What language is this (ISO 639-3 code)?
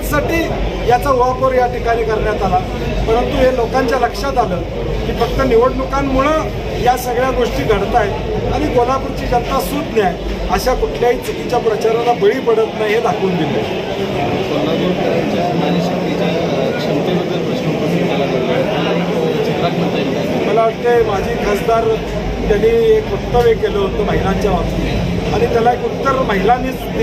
mar